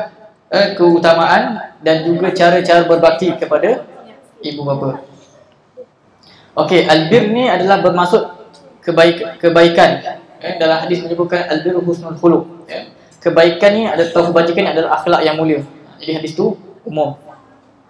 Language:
Malay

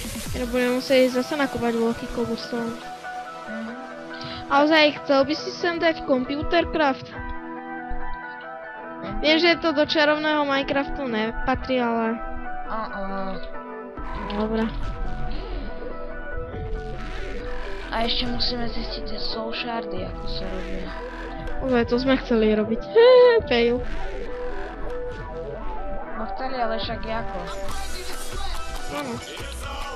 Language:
Slovak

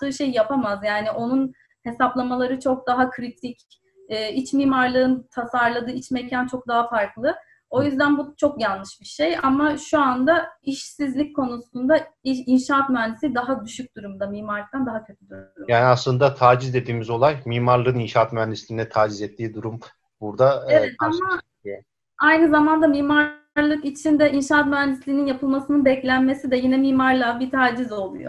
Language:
Turkish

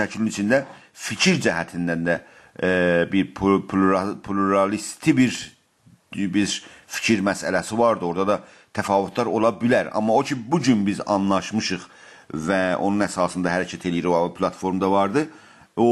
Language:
South Azerbaijani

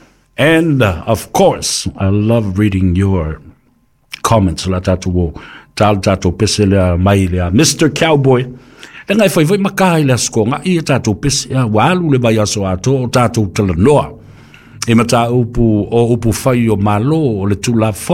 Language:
Samoan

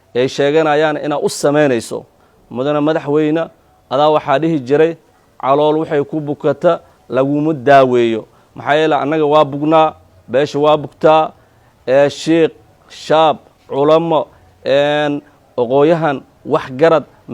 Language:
Somali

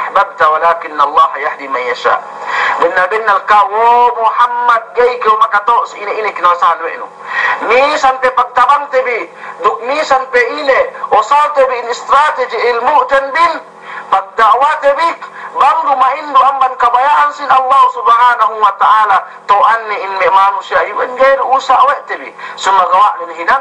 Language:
Yakan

